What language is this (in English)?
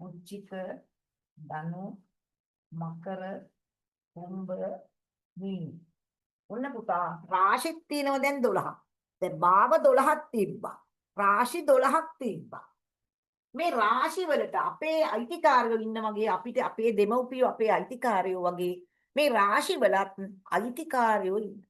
Sinhala